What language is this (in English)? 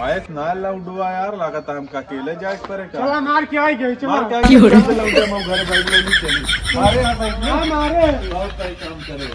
Awadhi